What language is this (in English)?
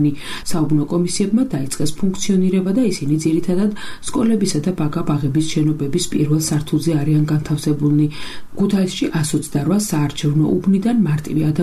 Georgian